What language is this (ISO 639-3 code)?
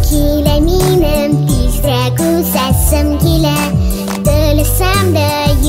tat